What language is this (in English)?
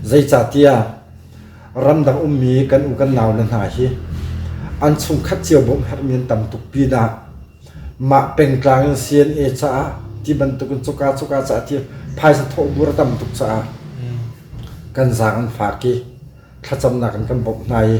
Hakha Chin